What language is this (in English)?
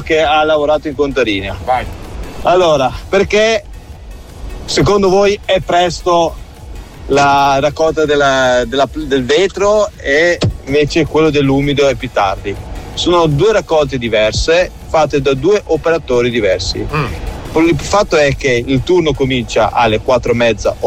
Italian